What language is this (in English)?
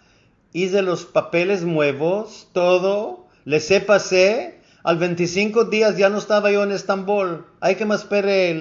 Ladino